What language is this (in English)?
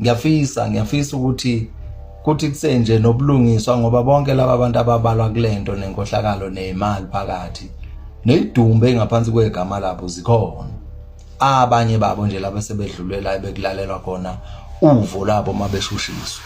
Zulu